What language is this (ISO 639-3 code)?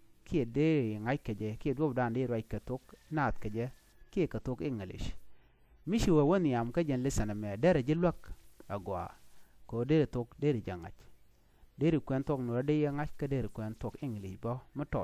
nus